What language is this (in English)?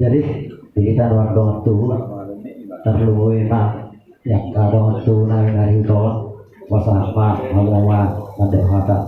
Batak Toba